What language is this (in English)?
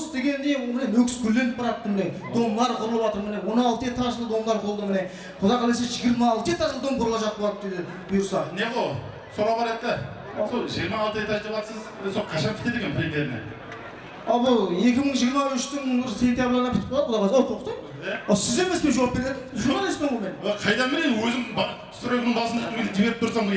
Kara-Kalpak